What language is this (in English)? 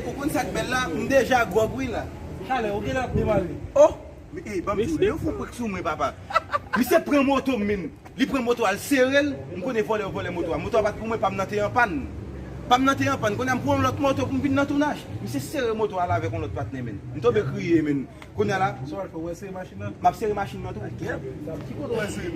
Haitian Creole